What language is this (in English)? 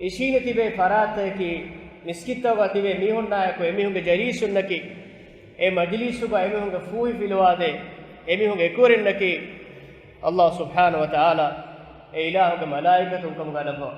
Divehi